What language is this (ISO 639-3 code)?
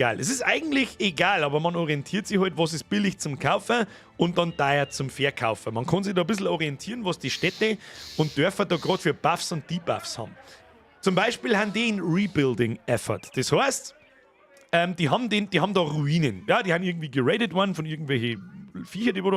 bar